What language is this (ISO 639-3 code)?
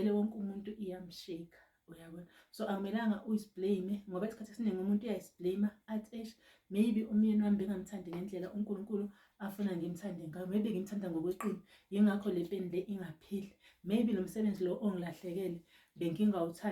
zul